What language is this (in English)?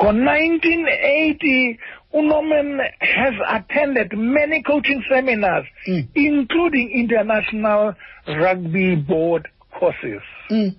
Xhosa